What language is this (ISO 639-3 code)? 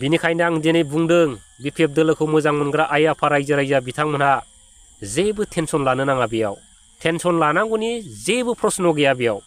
brx